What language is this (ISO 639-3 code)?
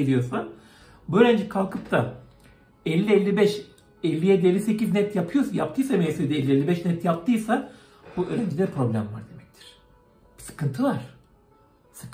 tur